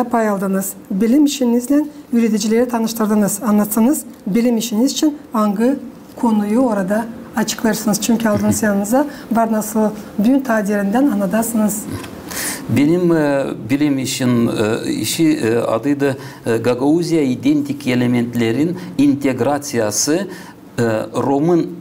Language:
Gagauz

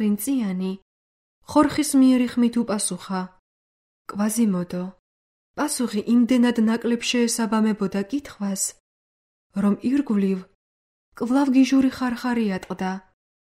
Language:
Georgian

